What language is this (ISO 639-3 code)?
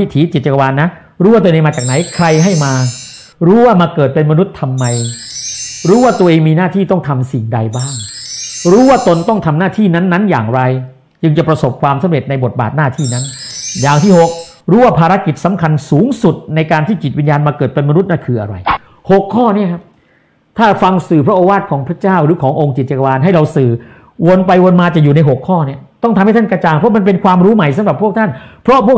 tha